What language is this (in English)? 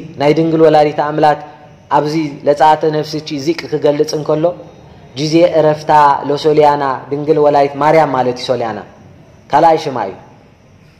Tigrinya